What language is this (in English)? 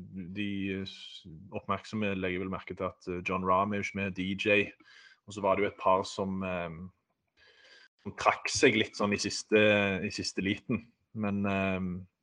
Norwegian